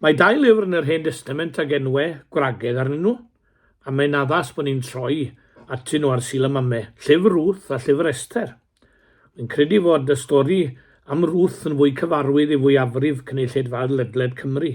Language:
Welsh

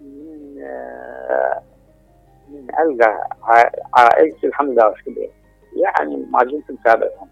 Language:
Mesopotamian Arabic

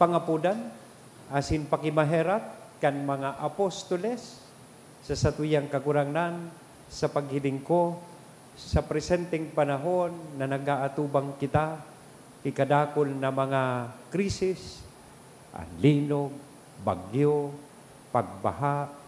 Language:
Bikol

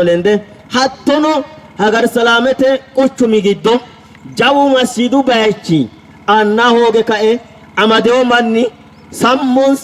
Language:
Sidamo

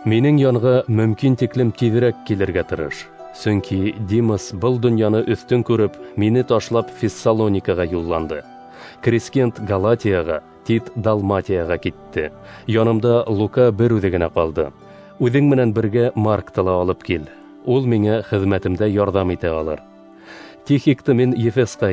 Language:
Bashkir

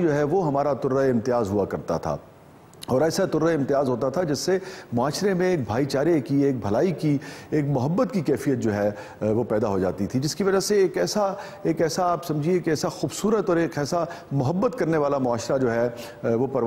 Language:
Urdu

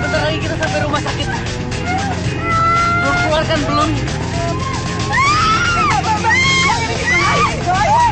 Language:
Indonesian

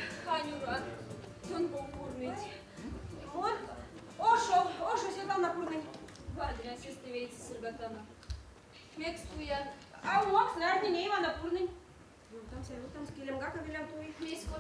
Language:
Erzya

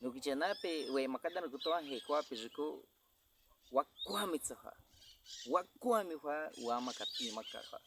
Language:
Baniwa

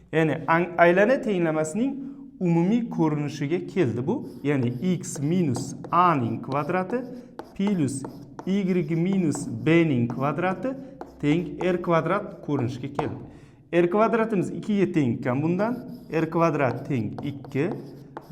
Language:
Uzbek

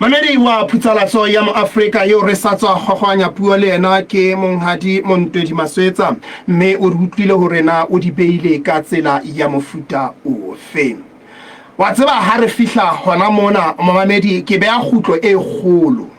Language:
Southern Sotho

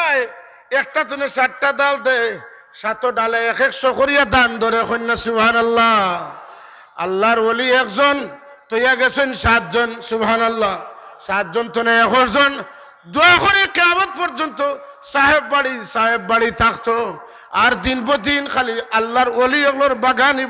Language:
Sylheti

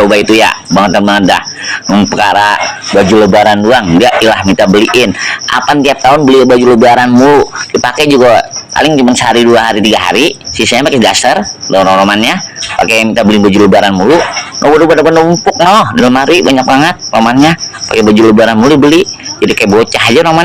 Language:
Betawi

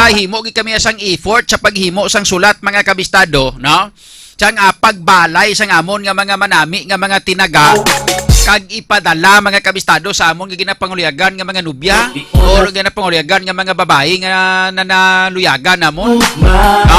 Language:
Hiligaynon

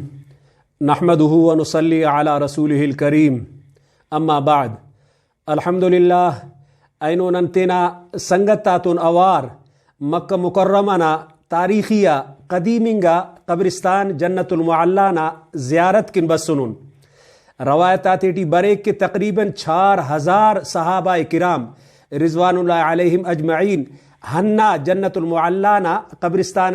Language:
Brahui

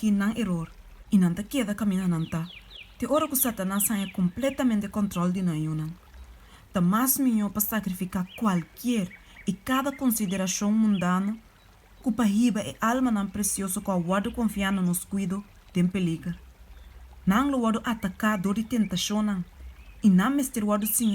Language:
Papiamento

